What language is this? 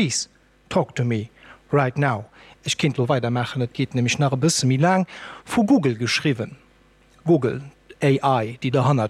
Luxembourgish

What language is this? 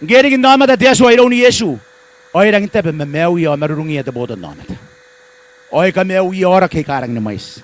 Gilbertese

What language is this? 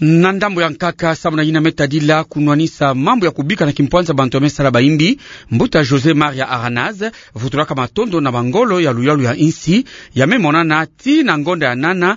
Kituba (Democratic Republic of Congo)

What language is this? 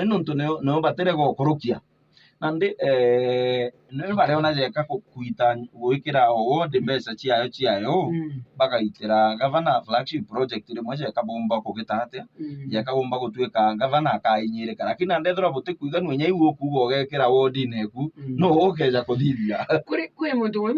Meru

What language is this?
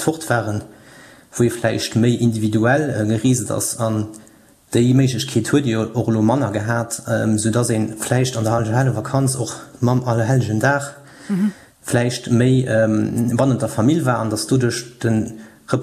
Luxembourgish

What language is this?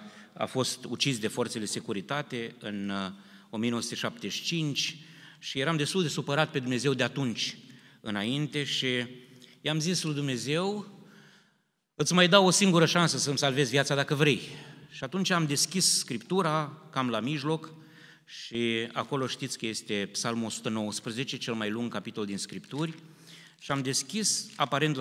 Romanian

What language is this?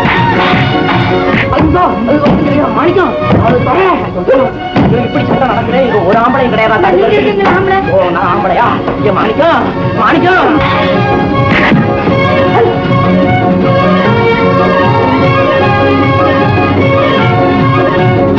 Tamil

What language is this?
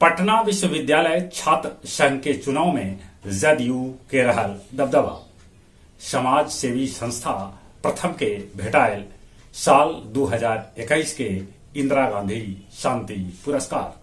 Magahi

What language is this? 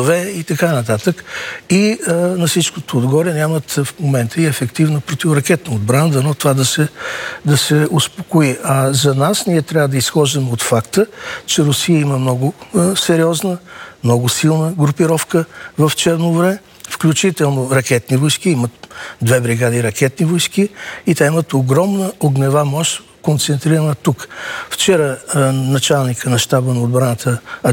Bulgarian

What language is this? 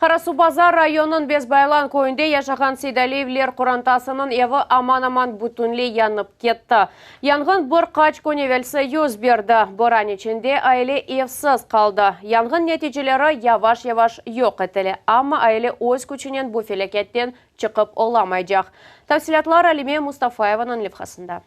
Crimean Tatar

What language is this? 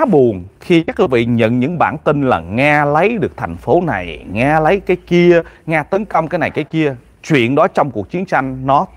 Vietnamese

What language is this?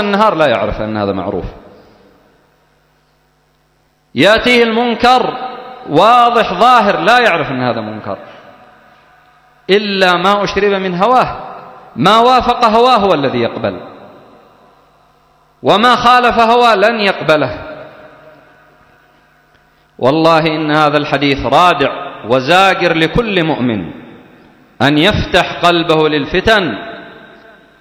Arabic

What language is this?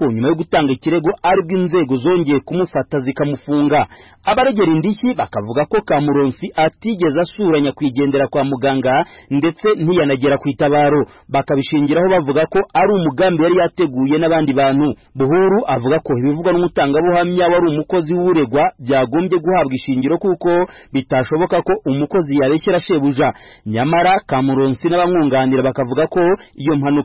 Kinyarwanda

